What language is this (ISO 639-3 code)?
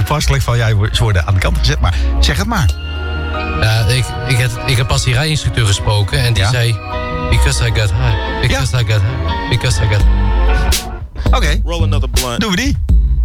nld